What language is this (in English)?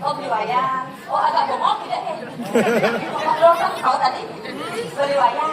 Balinese